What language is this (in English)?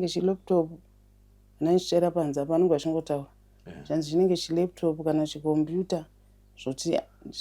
Shona